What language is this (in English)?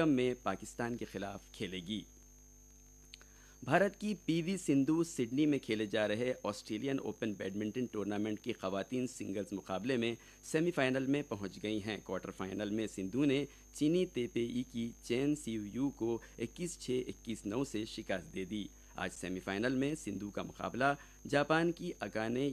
Urdu